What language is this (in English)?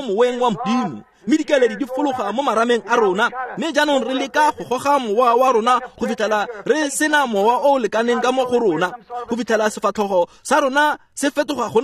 Tswana